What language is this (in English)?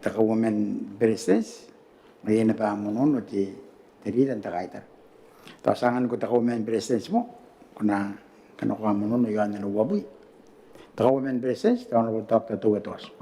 Gilbertese